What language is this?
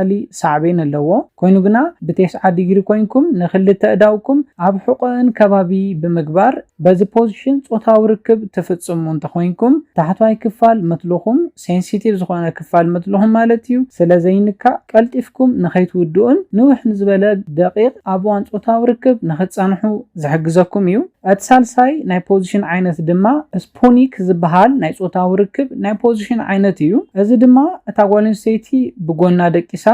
Tigrinya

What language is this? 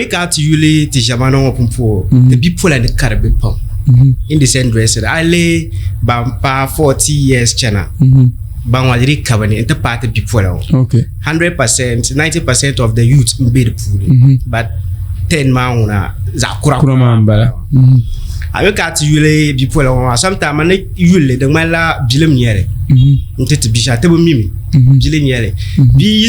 Dagbani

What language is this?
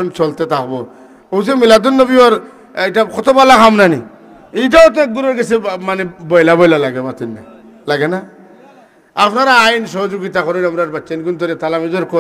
Sylheti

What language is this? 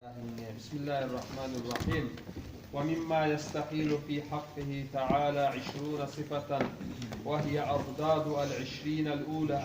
Kumyk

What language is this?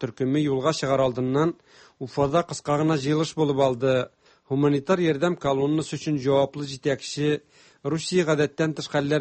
Tatar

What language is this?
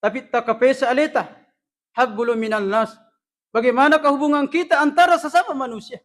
Buginese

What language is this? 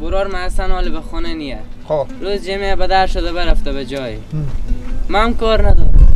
Persian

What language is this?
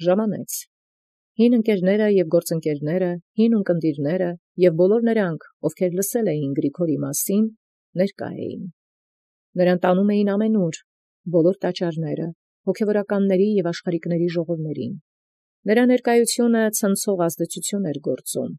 Armenian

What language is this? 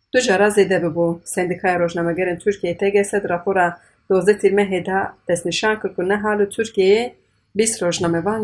Kurdish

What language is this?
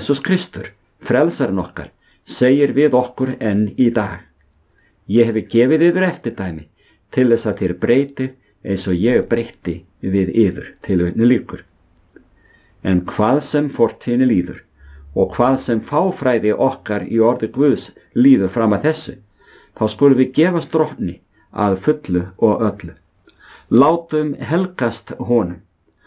Icelandic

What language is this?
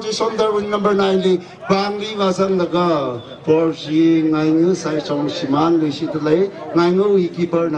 Tangkhul Naga (India)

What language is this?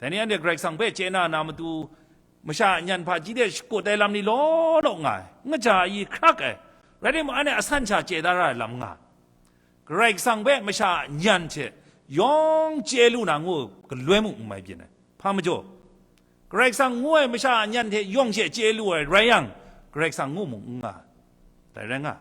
Kachin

